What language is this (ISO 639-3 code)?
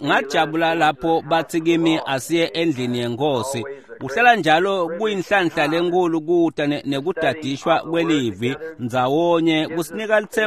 ssw